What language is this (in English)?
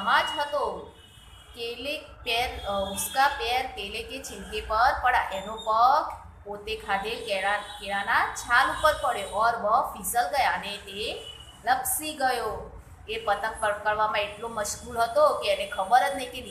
Gujarati